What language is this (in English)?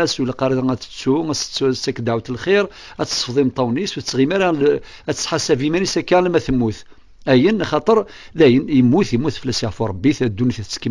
Kabyle